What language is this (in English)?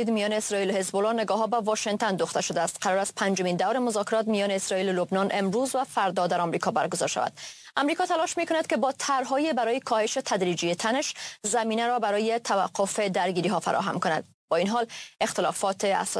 Persian